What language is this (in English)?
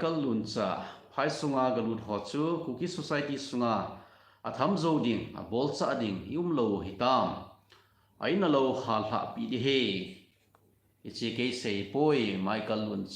Thado Chin